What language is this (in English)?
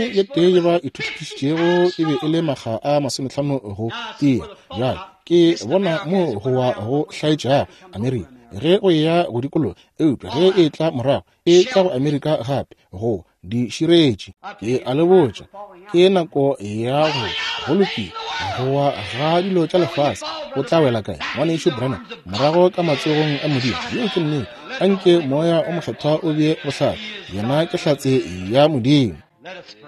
Northern Sotho